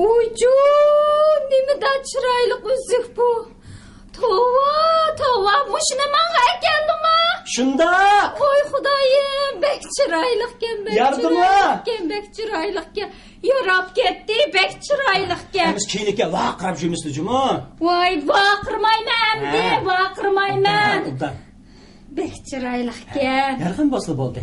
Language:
Uyghur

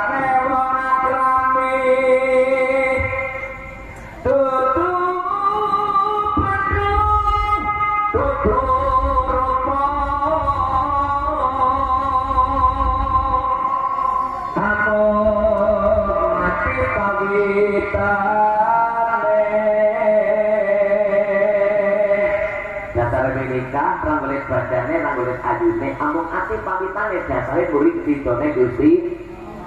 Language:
Javanese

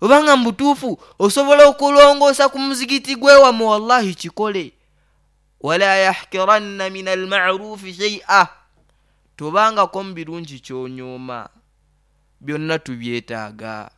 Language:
Nyoro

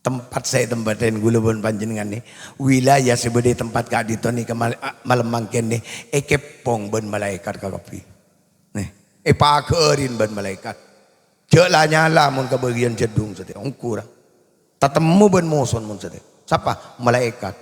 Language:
Madurese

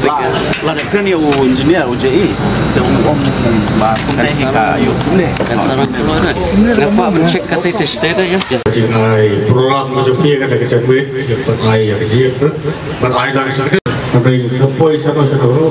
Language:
Khasi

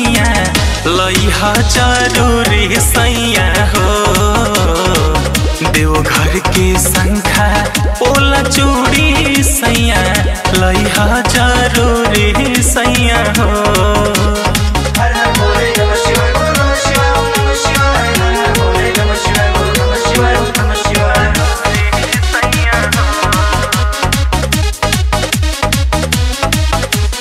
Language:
Bhojpuri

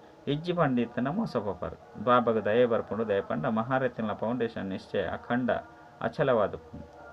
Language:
Tulu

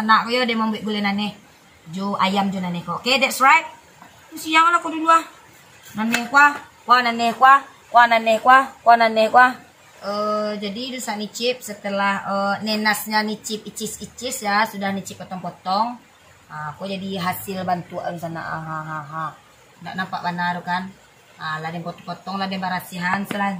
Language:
Minangkabau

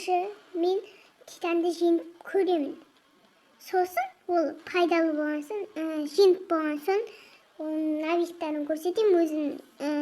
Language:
Kazakh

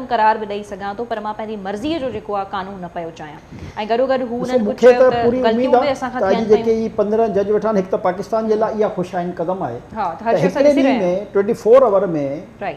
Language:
Sindhi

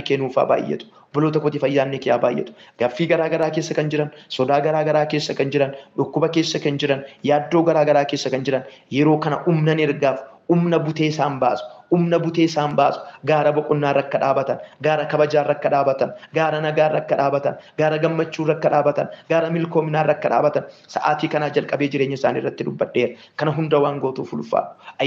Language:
Oromo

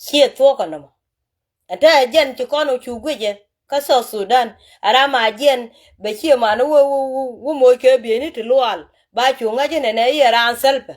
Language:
Nuer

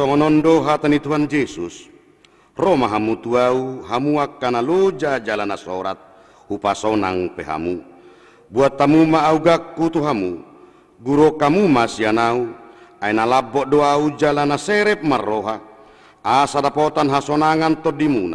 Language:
Batak Toba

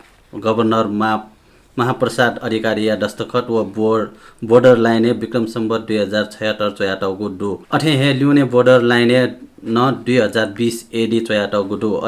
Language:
Newari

